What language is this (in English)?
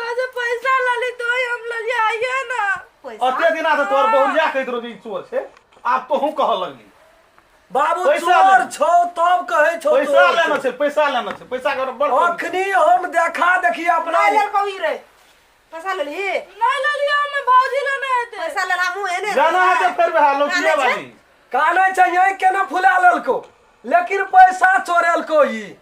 Maithili